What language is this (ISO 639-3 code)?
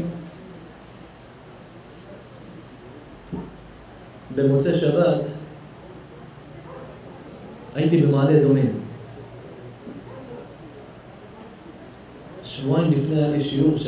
heb